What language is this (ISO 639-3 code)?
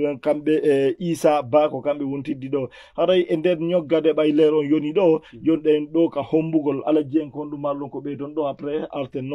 ful